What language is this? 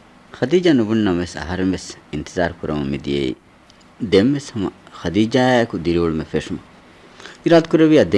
Divehi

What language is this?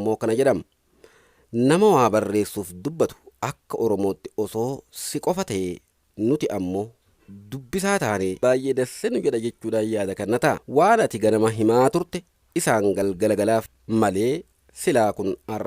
Oromo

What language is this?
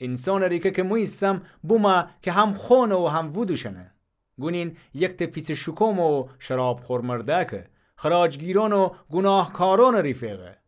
Gilaki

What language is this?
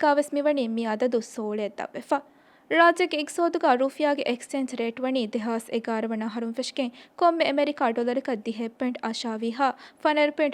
Divehi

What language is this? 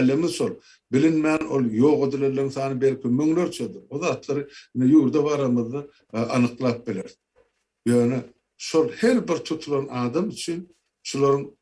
Turkmen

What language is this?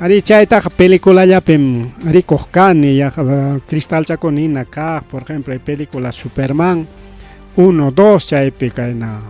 Ayacucho Quechua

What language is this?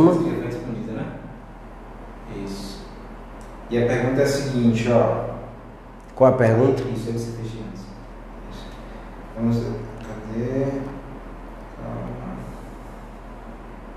Portuguese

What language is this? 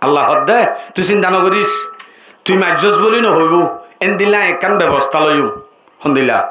Rohingya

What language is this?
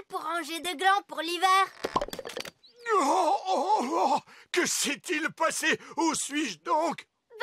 French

